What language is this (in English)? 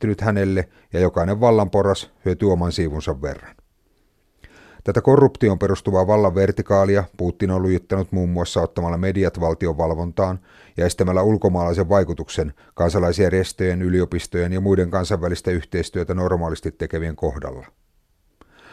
Finnish